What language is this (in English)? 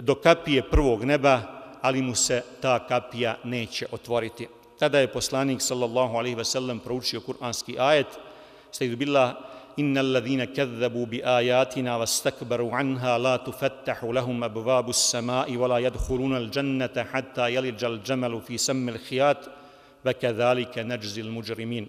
Bosnian